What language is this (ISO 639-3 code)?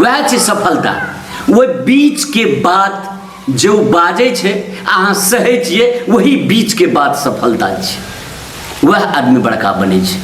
mai